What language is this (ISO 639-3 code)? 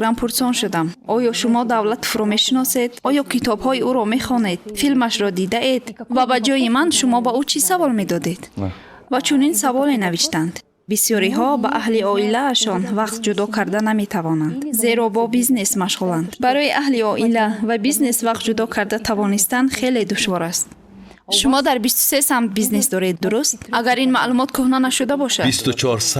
tgk